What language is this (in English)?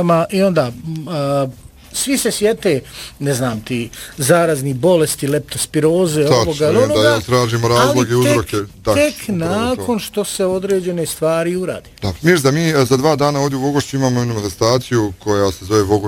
Bosnian